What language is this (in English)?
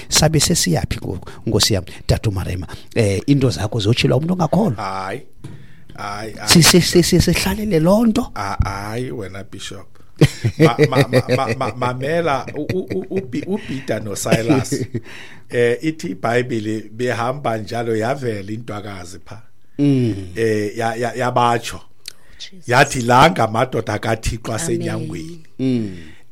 Xhosa